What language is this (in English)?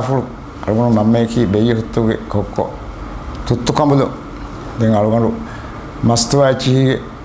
Divehi